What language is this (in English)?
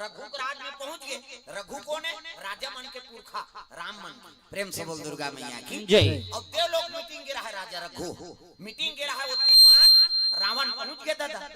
Chhattisgarhi